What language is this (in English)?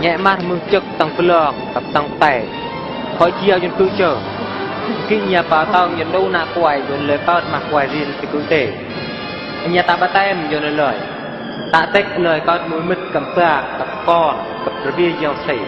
Eastern Bru